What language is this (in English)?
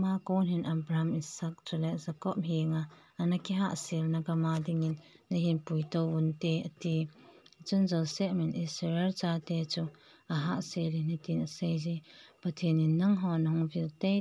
Thado Chin